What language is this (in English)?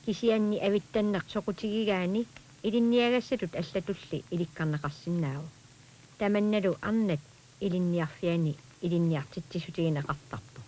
Kalaallisut